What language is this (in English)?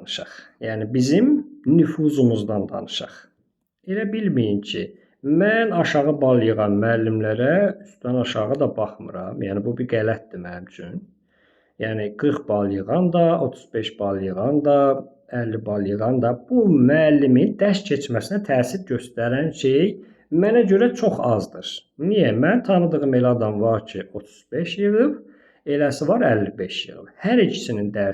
Azerbaijani